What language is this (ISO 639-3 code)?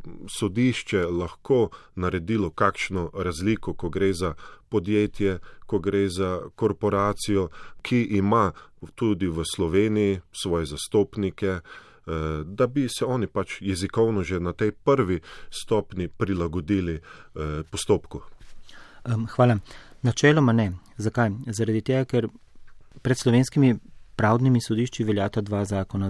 slv